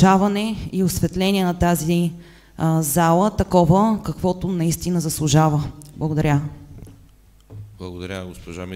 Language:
Bulgarian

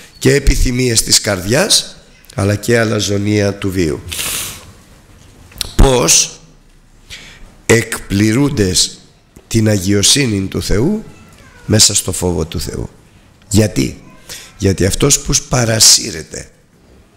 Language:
Greek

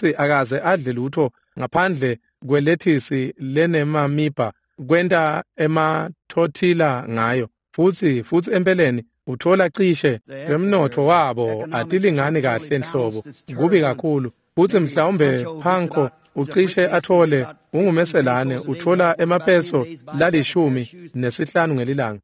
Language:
Swati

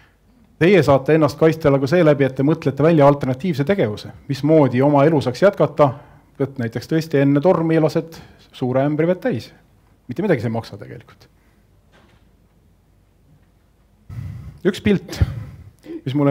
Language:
Estonian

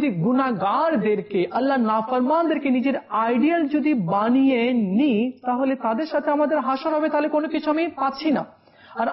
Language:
Bangla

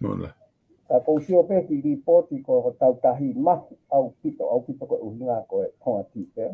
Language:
Tongan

